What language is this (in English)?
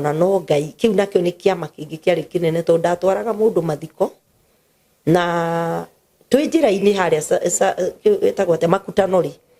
Kikuyu